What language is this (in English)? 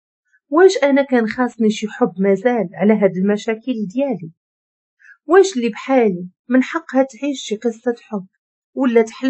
Moroccan Arabic